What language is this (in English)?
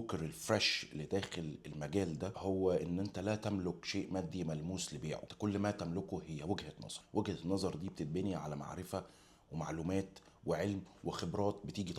Egyptian Arabic